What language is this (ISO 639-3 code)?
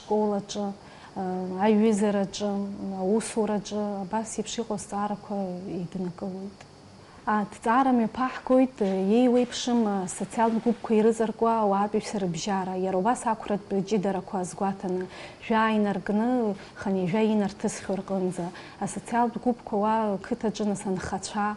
abk